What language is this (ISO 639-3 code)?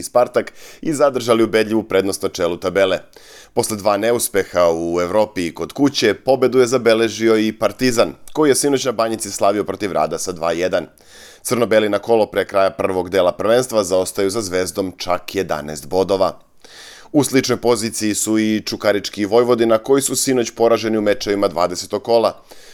srp